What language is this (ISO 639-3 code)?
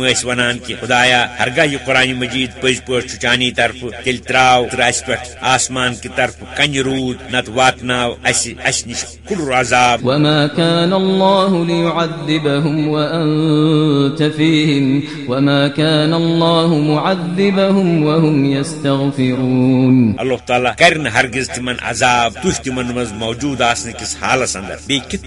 kas